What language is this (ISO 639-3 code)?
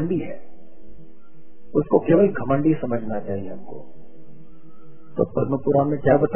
hin